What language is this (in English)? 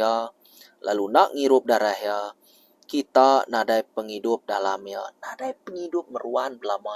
Iban